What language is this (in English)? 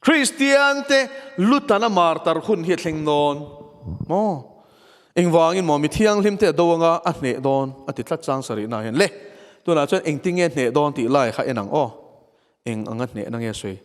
Mizo